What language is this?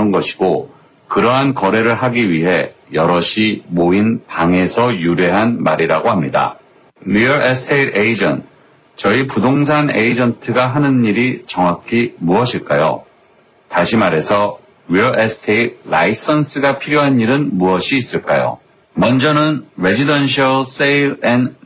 Korean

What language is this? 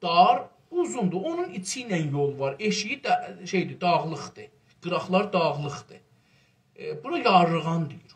South Azerbaijani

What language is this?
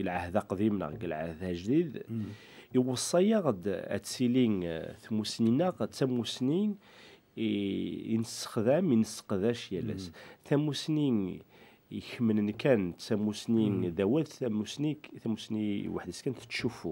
Kabyle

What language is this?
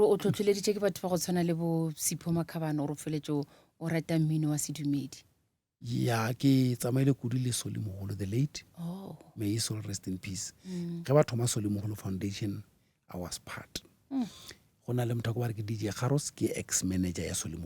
Northern Sotho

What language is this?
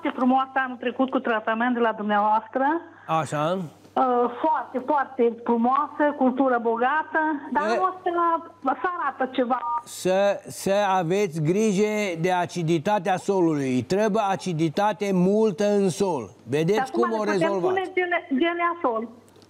Romanian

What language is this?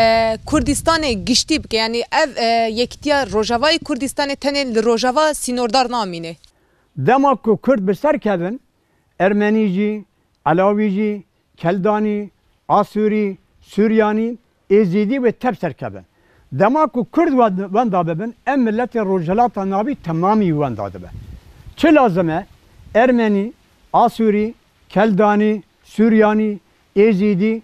Kurdish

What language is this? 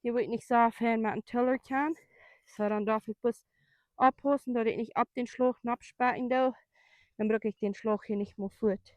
Plautdietsch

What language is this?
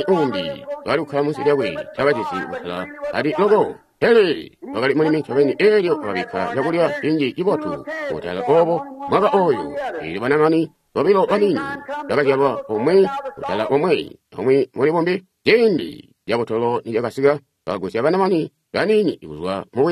Tonga (Zambia)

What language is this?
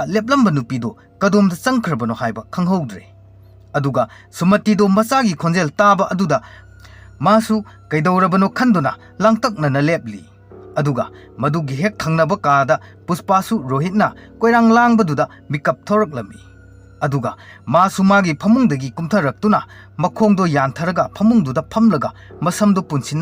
Manipuri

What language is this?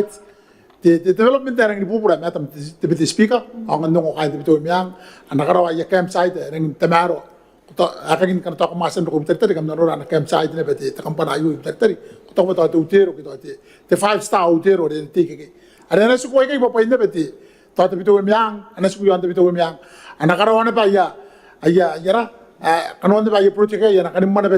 Gilbertese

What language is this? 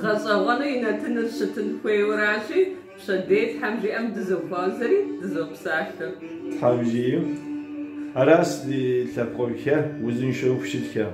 Kabardian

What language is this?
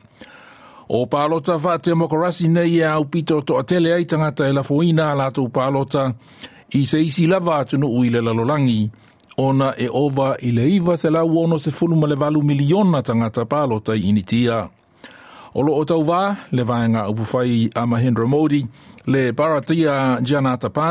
Samoan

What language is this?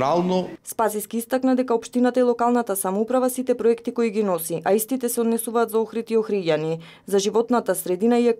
Macedonian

